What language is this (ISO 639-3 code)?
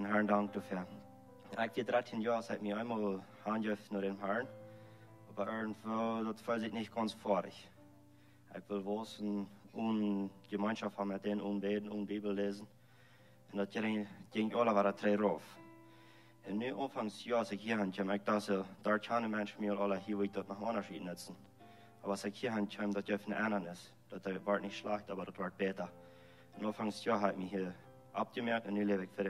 pdt